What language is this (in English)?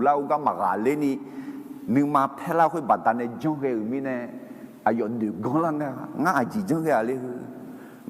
Akha